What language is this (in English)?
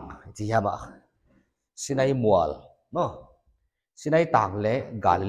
Paite Chin